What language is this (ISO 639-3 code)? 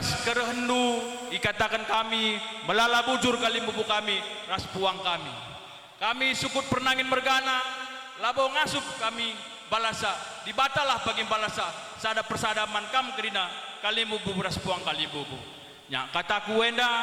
btx